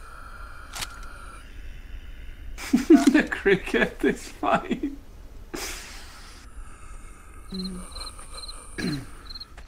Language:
English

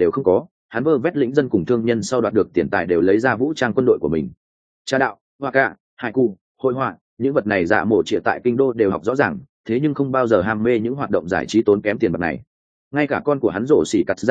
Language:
Vietnamese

